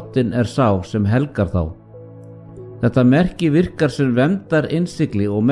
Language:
Icelandic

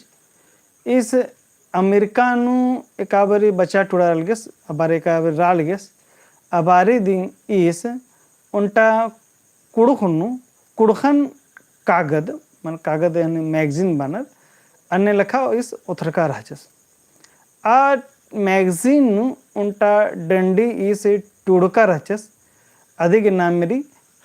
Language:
Kurukh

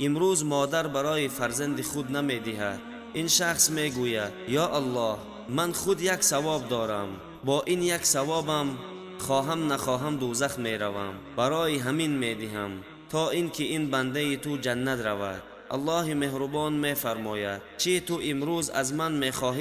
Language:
Tajik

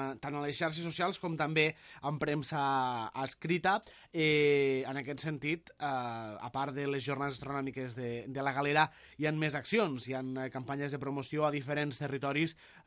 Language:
Catalan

